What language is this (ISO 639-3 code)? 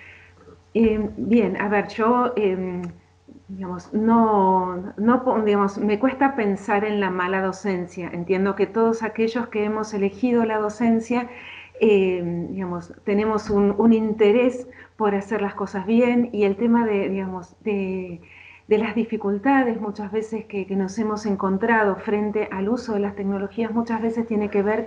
spa